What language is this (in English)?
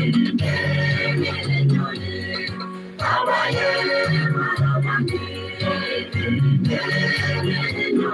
Gusii